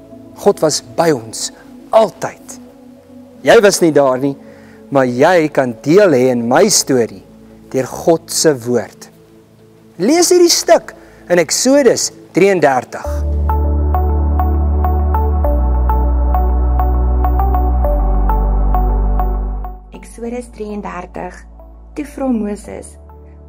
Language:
Afrikaans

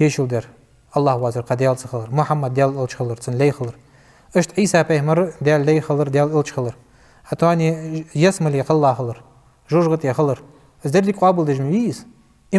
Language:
Ingush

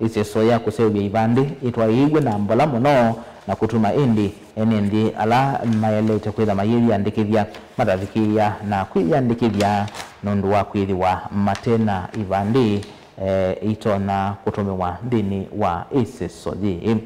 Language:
Kamba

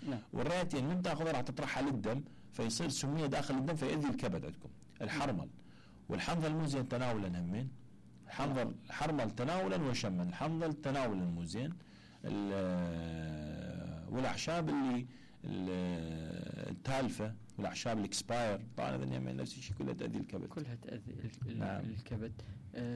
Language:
Mesopotamian Arabic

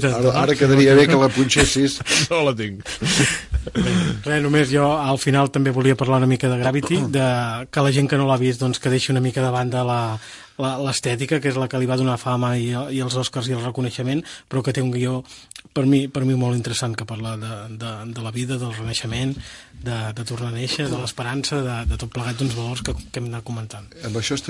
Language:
Catalan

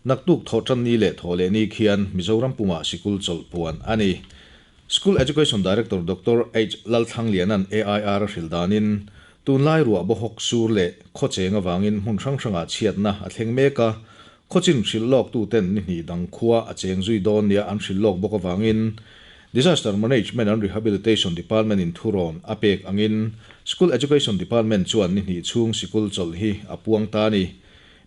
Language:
Mizo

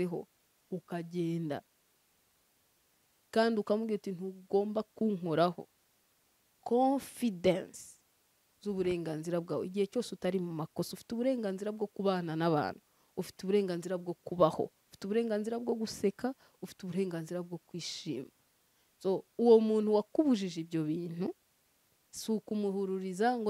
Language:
Kinyarwanda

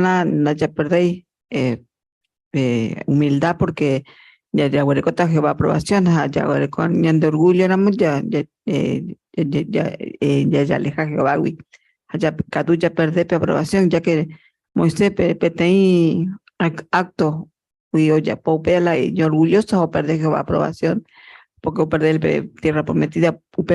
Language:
Guarani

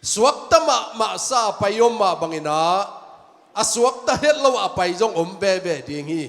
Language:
Tedim Chin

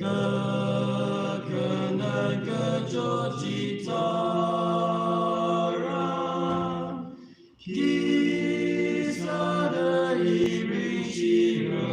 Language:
Tangkhul Naga (India)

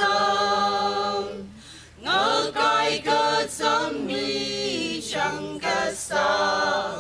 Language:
Tangkhul Naga (India)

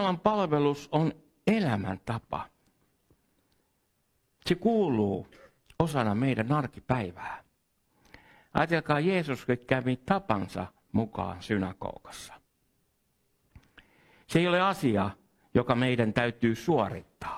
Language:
Finnish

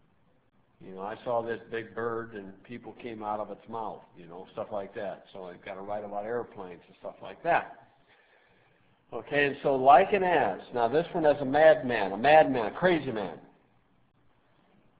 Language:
English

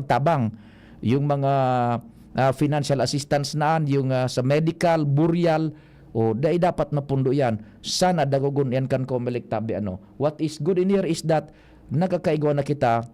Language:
Bikol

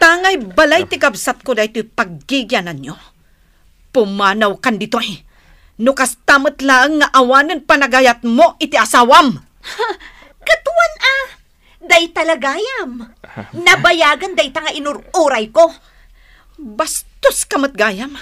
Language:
Iloko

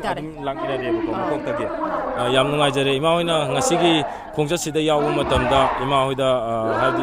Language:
Manipuri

